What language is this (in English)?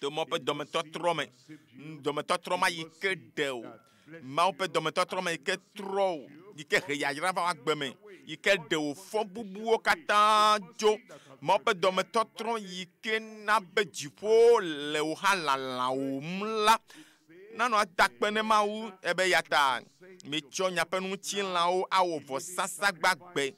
Ewe